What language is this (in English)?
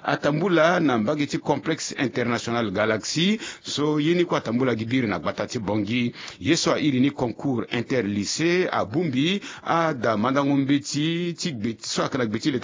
Sango